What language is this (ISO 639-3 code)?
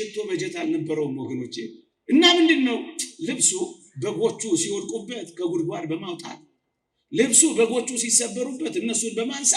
amh